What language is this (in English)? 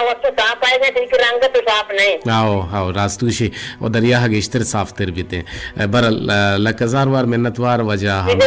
Eastern Balochi